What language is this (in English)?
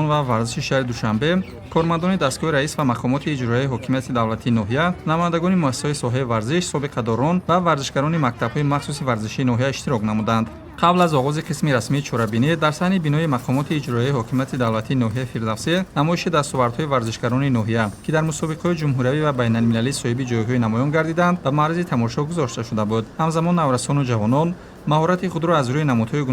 Tajik